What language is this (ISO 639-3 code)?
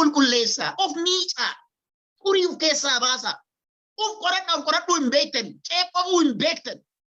orm